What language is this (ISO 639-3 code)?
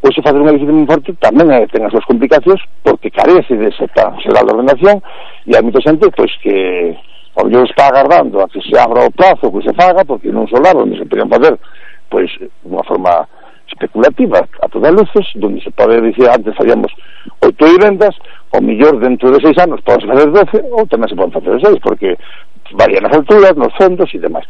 glg